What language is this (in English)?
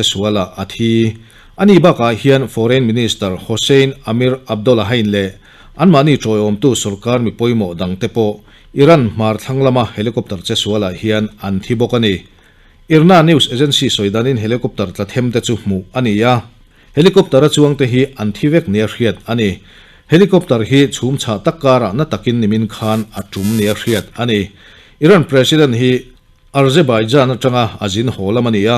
Mizo